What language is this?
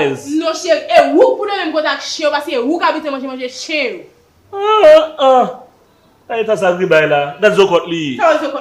Haitian Creole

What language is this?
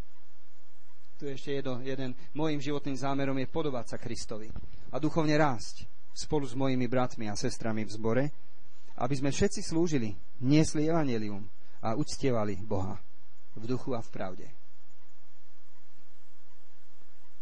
Slovak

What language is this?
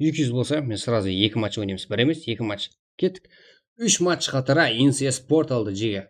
Kara-Kalpak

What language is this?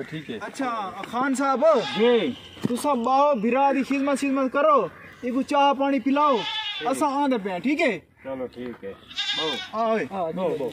Saraiki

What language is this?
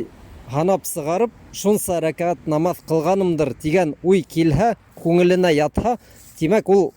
Bashkir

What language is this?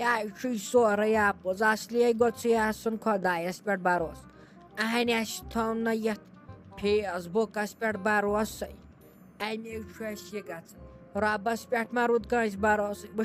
Kashmiri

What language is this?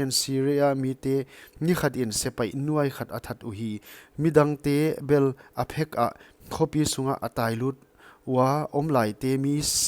Paite Chin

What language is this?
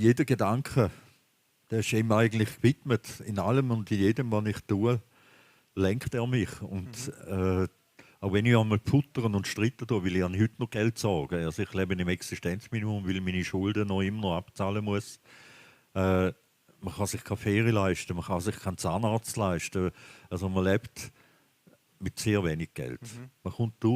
Swiss German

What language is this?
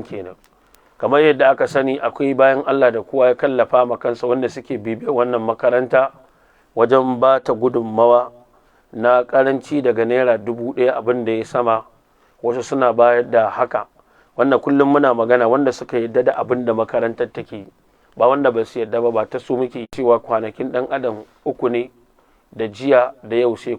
Hausa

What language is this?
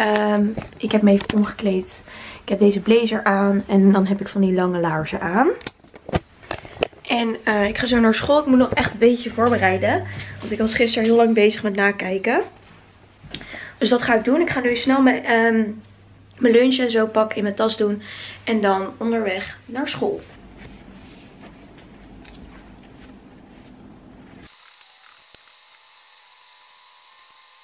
Dutch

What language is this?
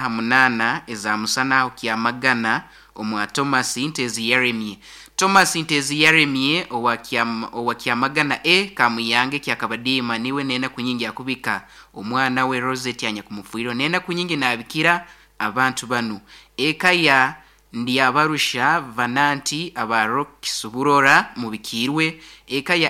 Nyoro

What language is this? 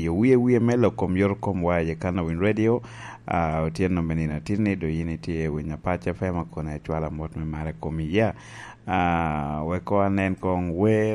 Lango (Uganda)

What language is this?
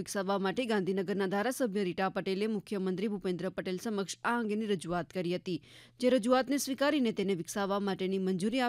Gujarati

